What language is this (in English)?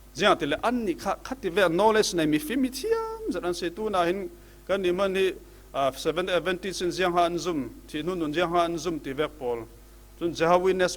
Falam Chin